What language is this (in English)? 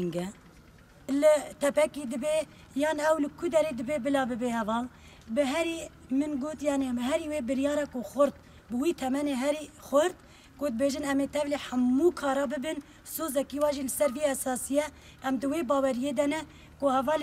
Kurdish